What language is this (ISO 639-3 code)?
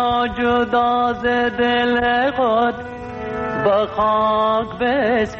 fas